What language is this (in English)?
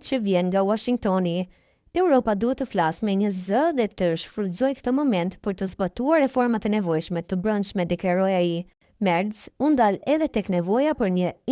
Albanian